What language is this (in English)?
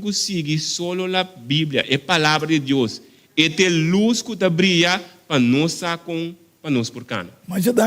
Papiamento